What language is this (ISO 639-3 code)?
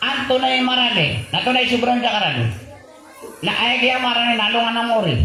mrw